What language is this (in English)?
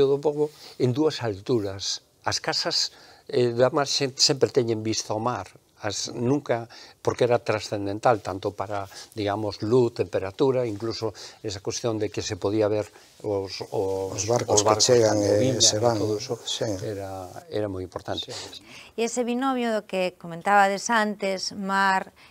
Galician